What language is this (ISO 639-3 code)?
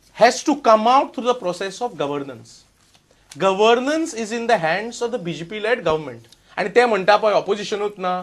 kok